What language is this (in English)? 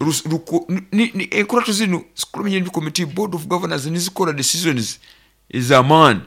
Nyoro